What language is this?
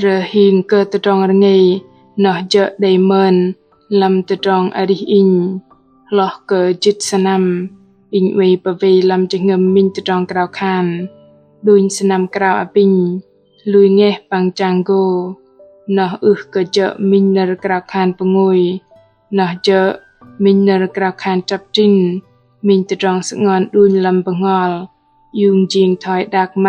Bahnar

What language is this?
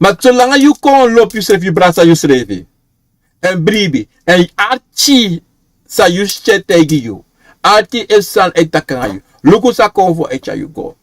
Sranan Tongo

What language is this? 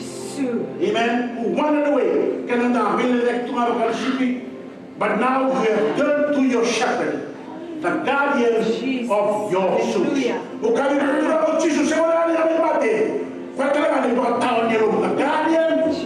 Fijian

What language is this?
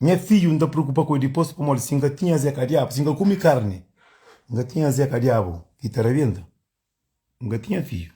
Kabuverdianu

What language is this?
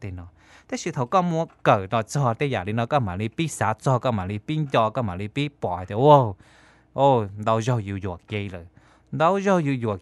Hmong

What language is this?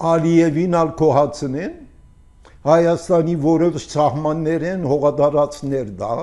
Armenian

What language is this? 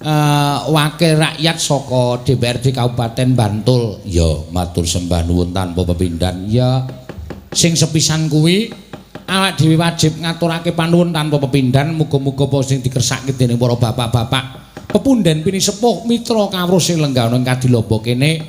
Javanese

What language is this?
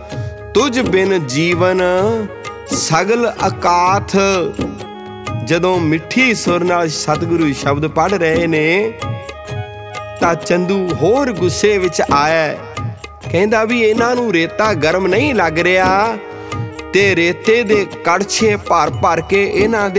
Punjabi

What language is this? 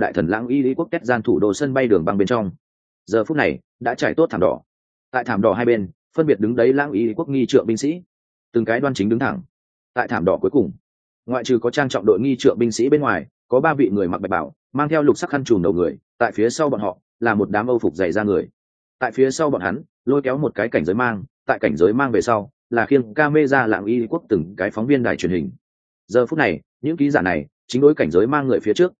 Vietnamese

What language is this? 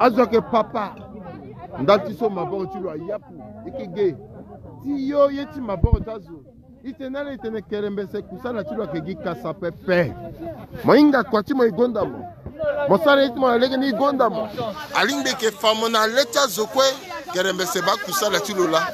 Sango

